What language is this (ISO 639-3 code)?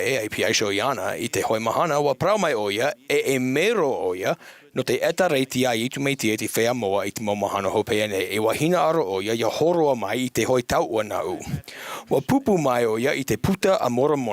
tah